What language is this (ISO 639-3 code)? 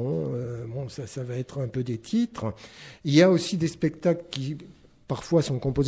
fra